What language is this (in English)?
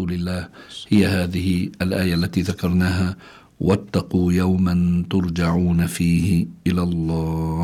Arabic